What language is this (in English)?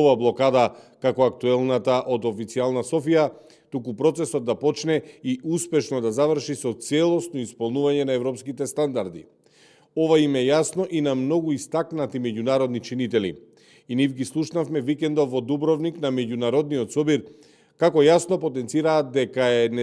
Macedonian